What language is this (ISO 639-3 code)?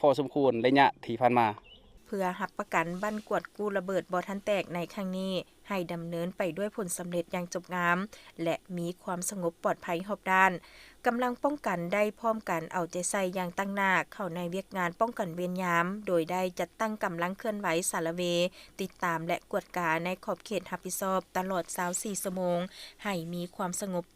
lao